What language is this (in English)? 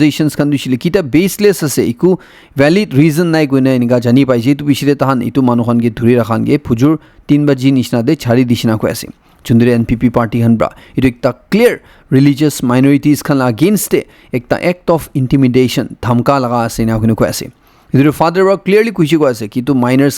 Naga Pidgin